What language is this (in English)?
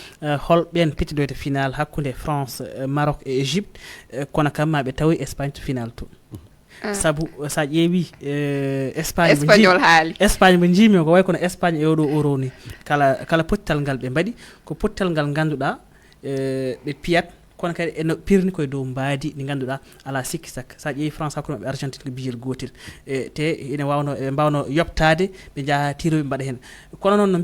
Fula